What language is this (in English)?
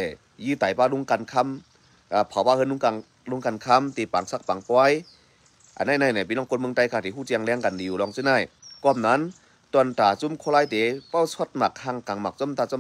Shan